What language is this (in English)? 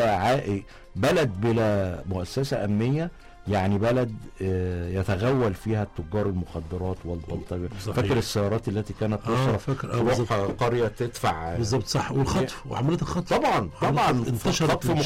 Egyptian Arabic